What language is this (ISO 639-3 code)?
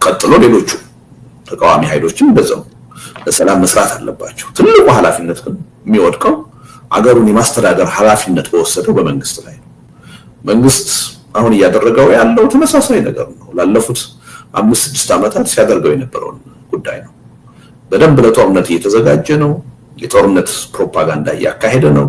amh